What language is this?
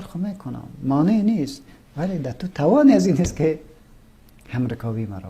Persian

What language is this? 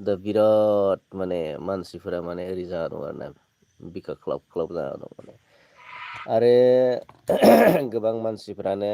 Bodo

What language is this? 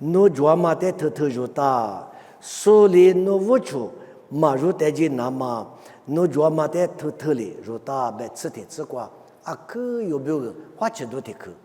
Lisu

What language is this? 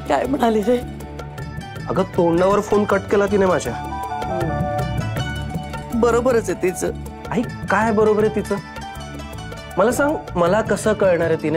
Marathi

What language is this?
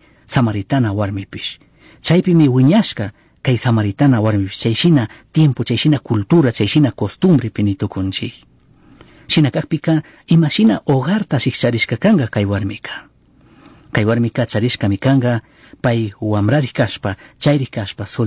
Chimborazo Highland Quichua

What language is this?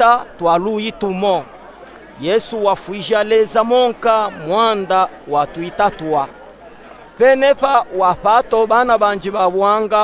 Luba-Katanga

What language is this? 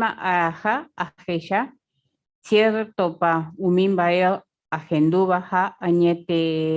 Guarani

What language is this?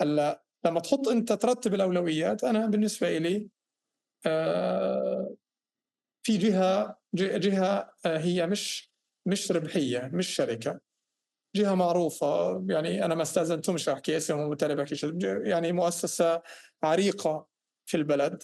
North Levantine Arabic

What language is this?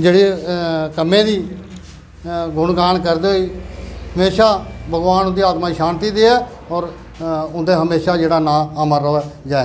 Dogri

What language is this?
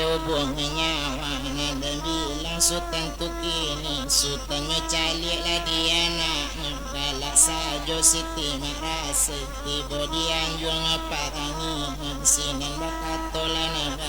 Minangkabau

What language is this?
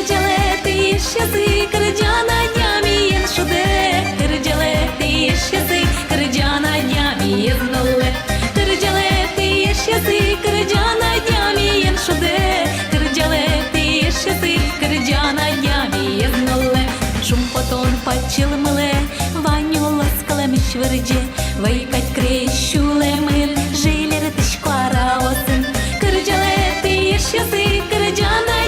Udmurt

